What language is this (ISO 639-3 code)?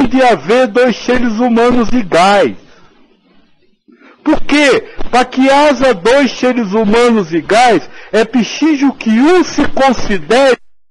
por